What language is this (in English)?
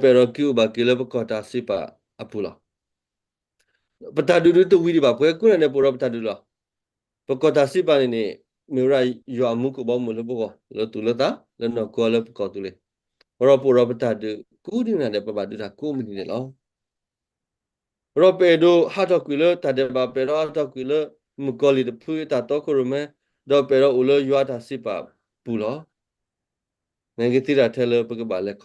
S'gaw Karen